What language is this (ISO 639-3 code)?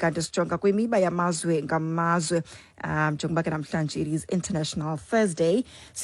xho